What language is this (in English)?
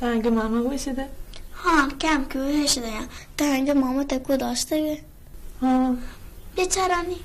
Baluchi